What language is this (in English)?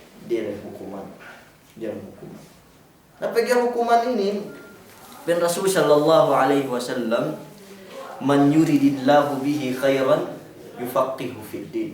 Yakan